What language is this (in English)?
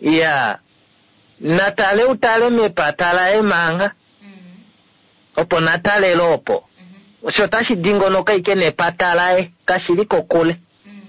Kuanyama